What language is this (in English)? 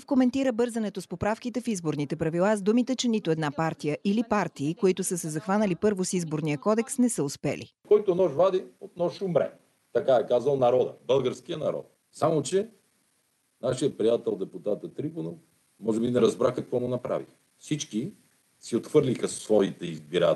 Bulgarian